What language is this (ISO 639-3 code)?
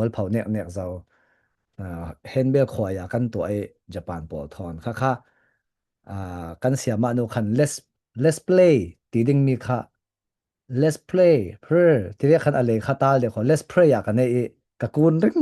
cfm